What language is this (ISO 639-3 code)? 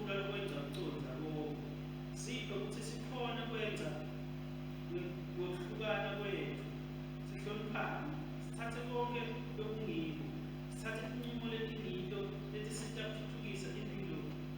ssw